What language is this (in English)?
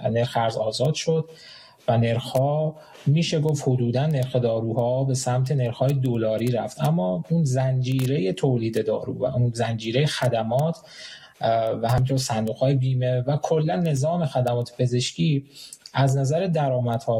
Persian